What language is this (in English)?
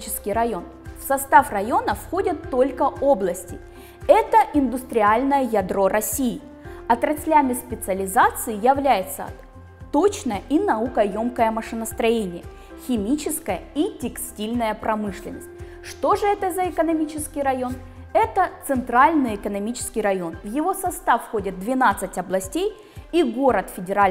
Russian